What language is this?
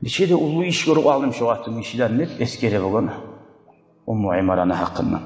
Kumyk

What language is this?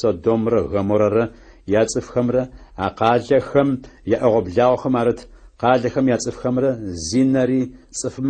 Adyghe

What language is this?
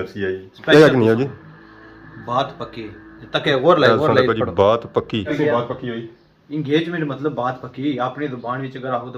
Pahari-Potwari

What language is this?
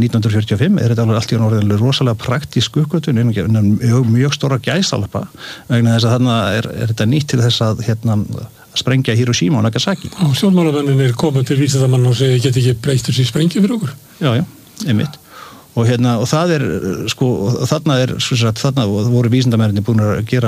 Icelandic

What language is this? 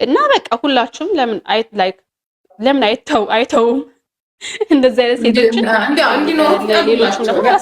Amharic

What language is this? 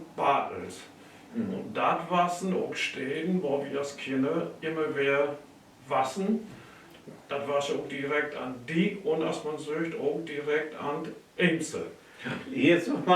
Low German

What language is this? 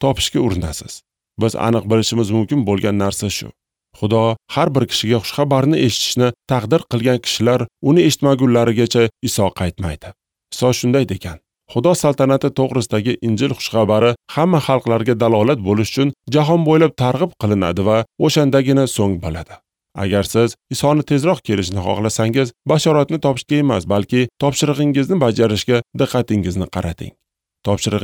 Uzbek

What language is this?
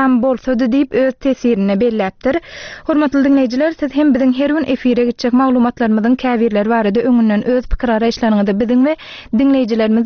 Turkmen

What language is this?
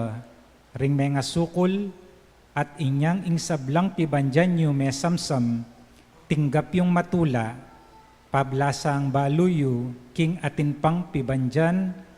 Pampanga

